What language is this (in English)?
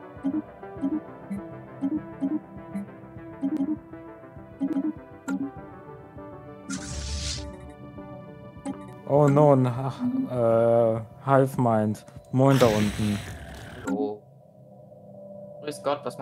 German